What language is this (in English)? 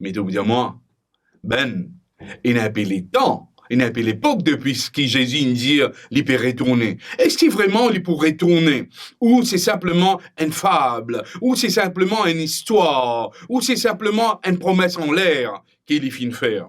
Morisyen